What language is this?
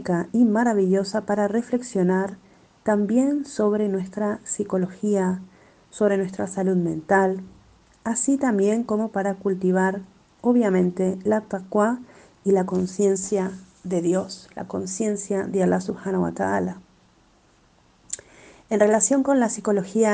Spanish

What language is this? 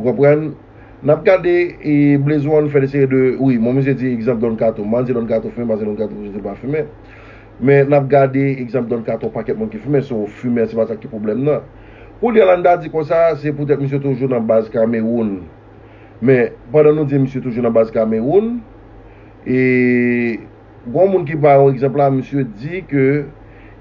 Haitian Creole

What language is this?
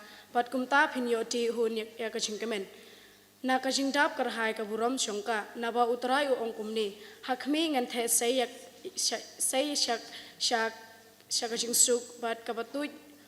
Khasi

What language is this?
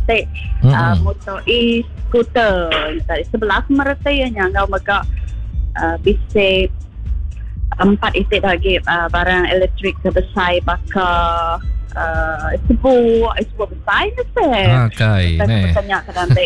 Iban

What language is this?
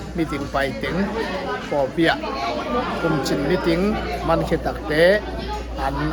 Tedim Chin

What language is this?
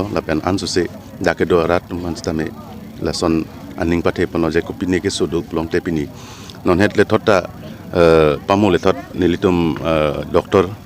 Karbi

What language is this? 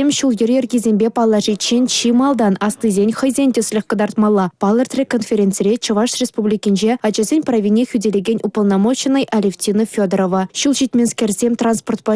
Chuvash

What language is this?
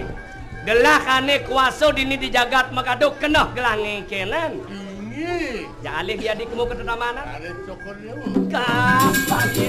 Balinese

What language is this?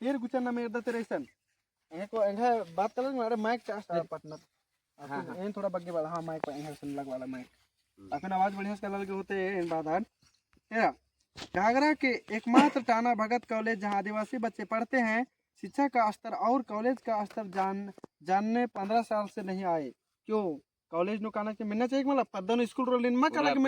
Kurukh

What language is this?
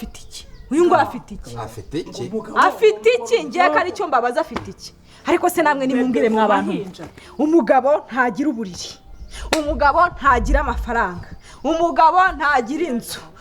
Kinyarwanda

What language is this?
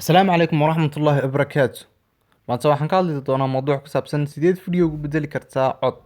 Somali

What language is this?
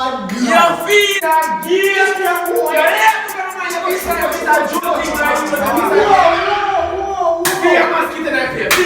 Jamaican Creole English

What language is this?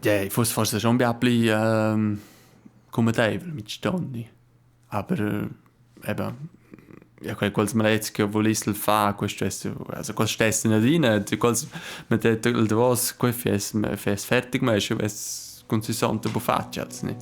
Romansh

